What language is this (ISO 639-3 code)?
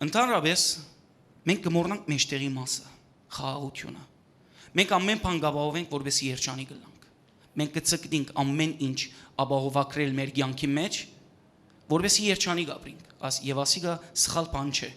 hyw